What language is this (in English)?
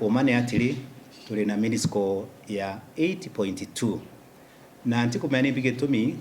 Meru